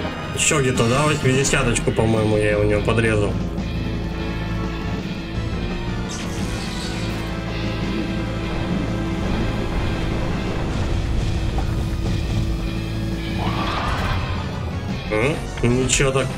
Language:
Russian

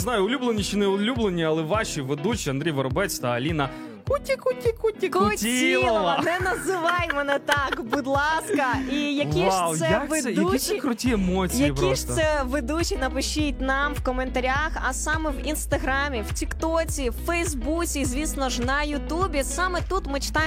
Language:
Ukrainian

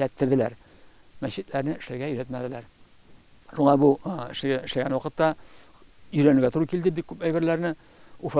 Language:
Tatar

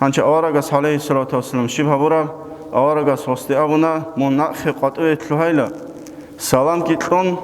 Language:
Avaric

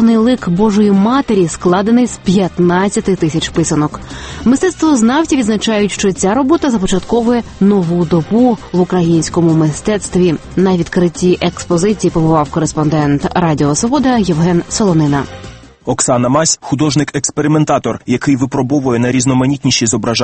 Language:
Ukrainian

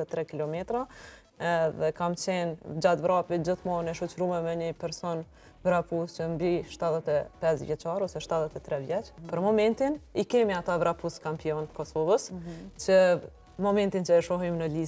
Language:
Albanian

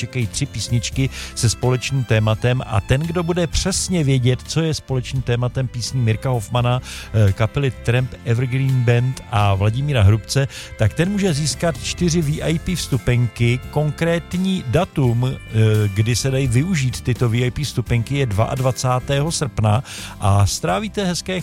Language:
Czech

